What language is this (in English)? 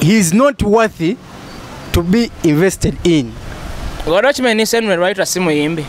Ganda